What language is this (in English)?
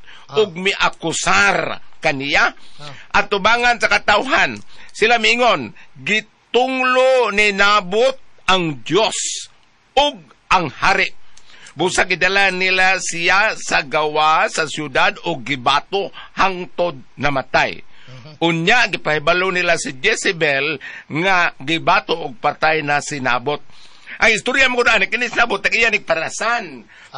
Cebuano